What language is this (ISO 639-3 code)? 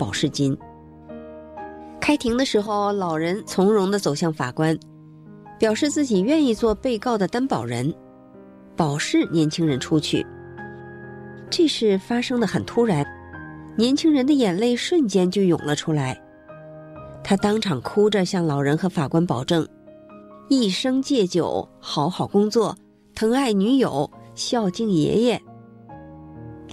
zho